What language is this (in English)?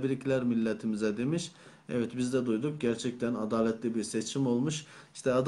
Turkish